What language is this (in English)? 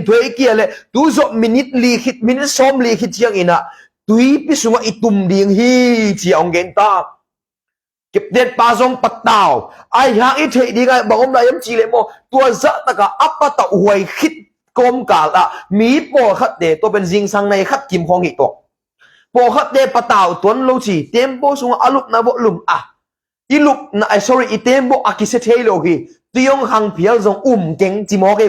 Tedim Chin